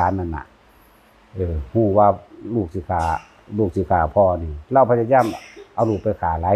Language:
Northeastern Thai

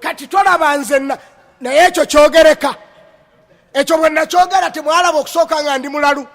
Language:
Ganda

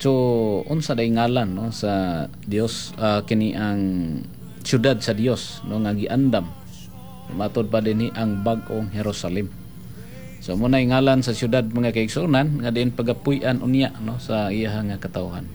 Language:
Cebuano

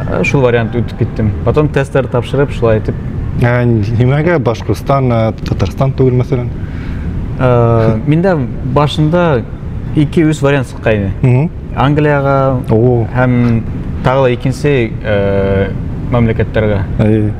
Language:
Bashkir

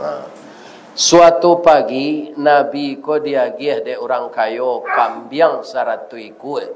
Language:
Minangkabau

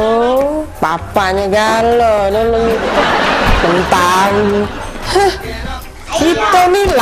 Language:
Musi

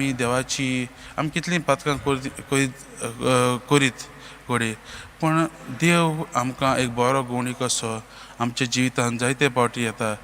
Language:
Konkani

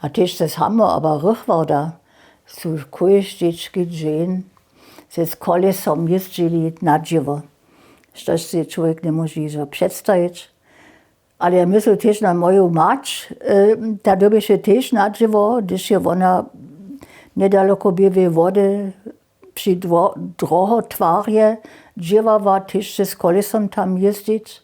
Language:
Upper Sorbian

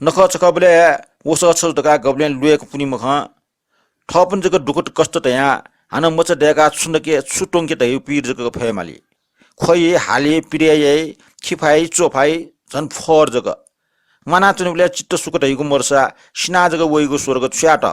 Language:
Newari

